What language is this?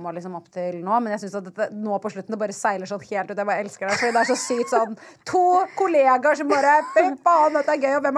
Norwegian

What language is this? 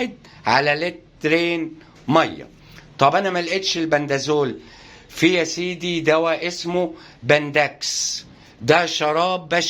Egyptian Arabic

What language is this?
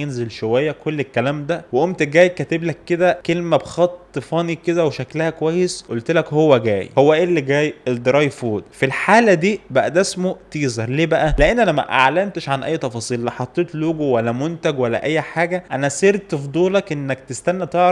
Egyptian Arabic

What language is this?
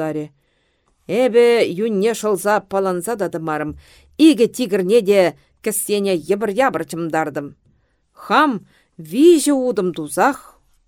Chuvash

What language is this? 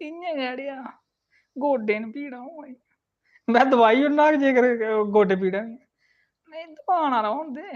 Dogri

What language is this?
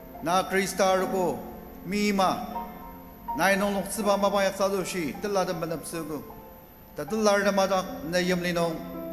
Ao Naga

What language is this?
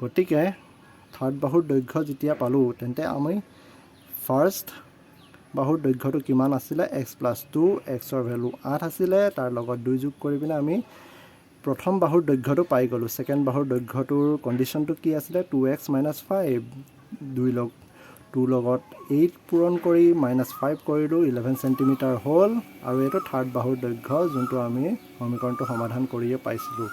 Assamese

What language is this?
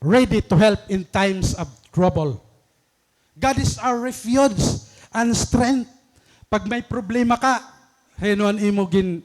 Waray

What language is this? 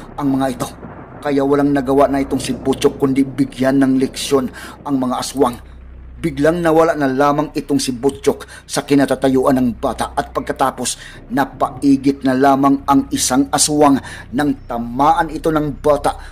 Filipino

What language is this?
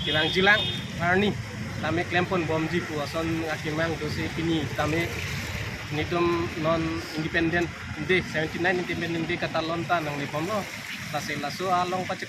Karbi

